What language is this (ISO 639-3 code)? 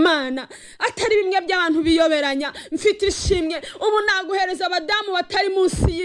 kin